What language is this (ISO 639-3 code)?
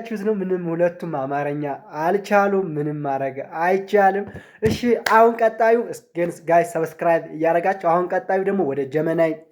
amh